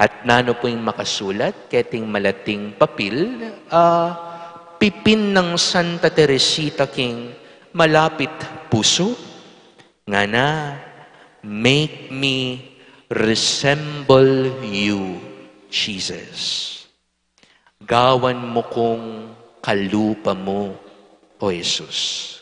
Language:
Pampanga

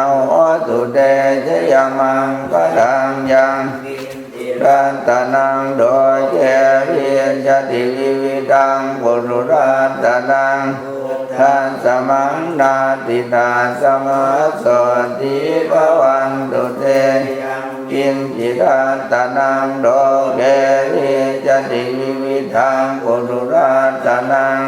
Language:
Pali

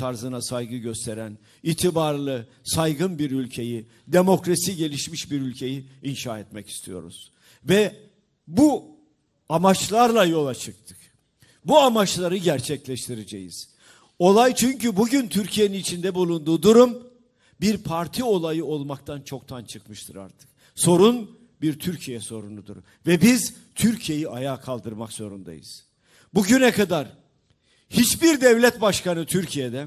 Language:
Turkish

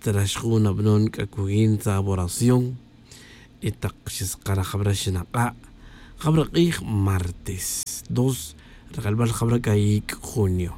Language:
Tz'utujil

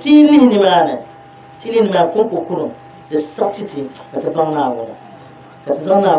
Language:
Dagbani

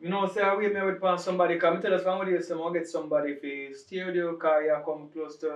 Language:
Jamaican Creole English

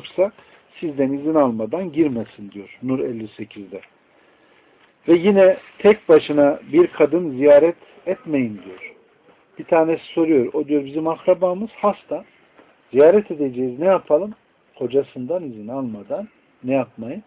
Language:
Turkish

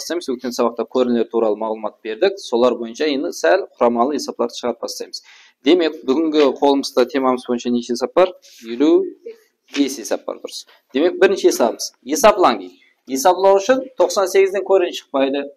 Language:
Kara-Kalpak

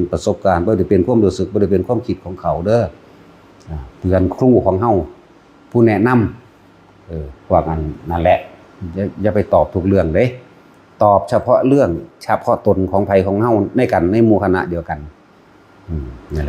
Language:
Northeastern Thai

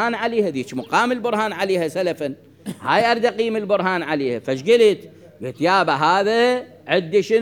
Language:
Mesopotamian Arabic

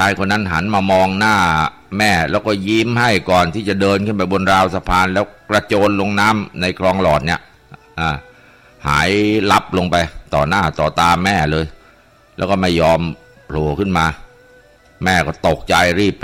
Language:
Thai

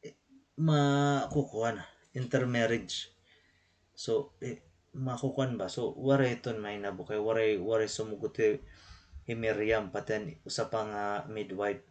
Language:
Waray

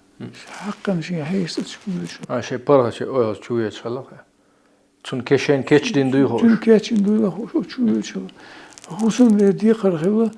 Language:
Chechen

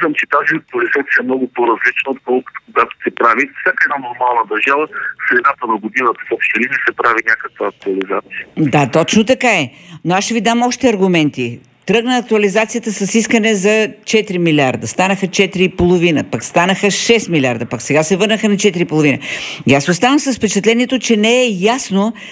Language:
Bulgarian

